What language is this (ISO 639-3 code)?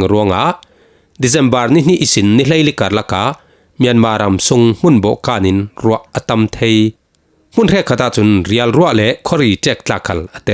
cfm